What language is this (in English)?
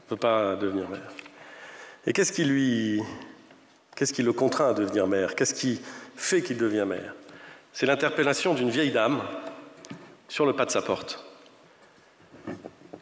French